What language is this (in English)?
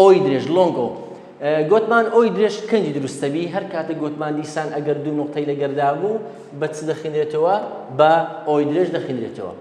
Central Kurdish